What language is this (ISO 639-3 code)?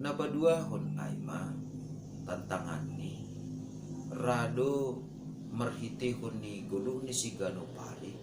bts